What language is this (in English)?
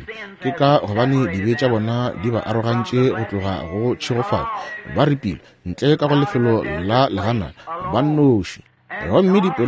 Northern Sotho